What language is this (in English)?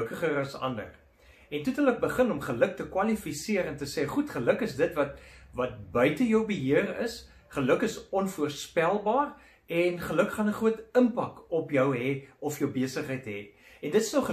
Afrikaans